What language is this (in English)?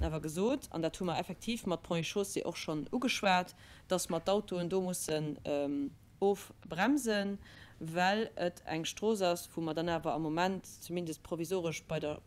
Luxembourgish